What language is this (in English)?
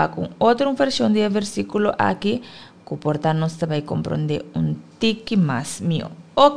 Papiamento